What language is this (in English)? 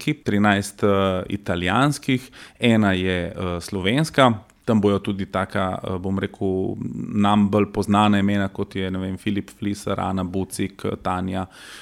Slovenian